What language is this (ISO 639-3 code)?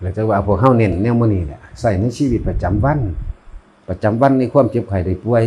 tts